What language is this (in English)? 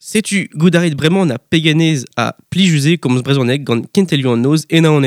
Breton